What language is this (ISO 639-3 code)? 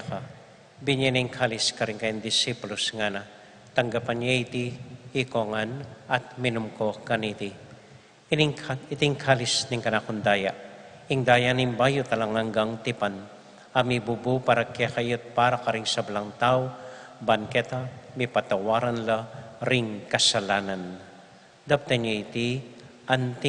pam